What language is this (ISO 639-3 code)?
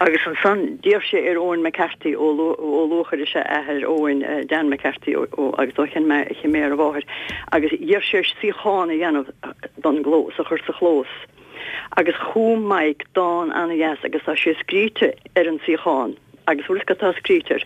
gle